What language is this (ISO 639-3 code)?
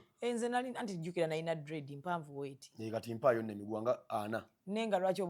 lug